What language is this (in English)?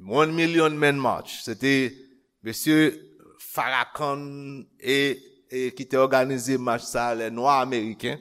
Haitian Creole